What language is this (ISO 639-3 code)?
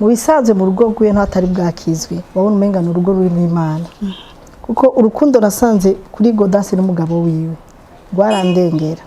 run